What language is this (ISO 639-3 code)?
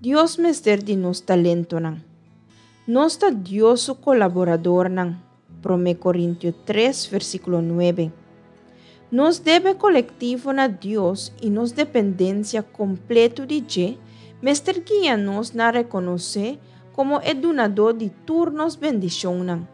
pap